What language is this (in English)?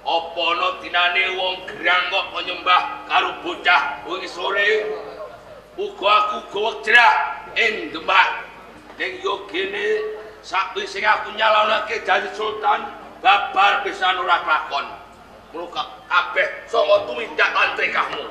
Javanese